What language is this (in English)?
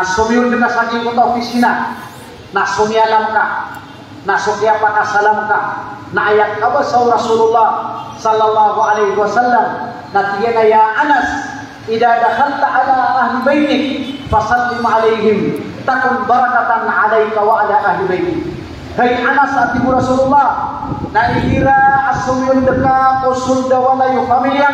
Maranao